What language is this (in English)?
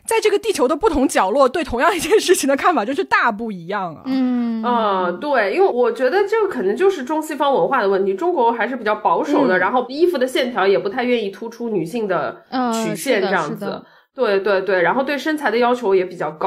Chinese